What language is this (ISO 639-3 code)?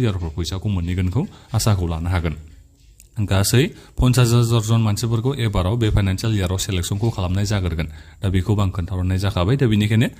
brx